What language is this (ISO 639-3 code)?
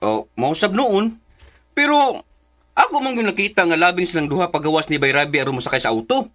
ceb